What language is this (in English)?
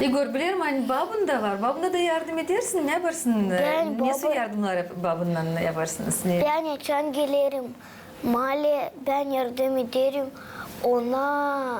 Gagauz